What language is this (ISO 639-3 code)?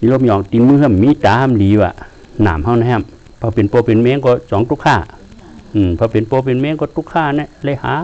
shn